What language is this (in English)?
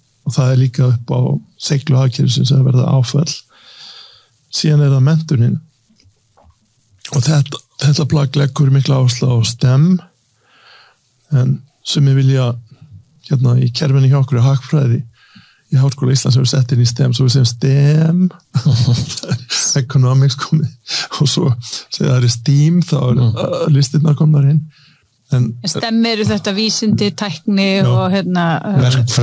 Icelandic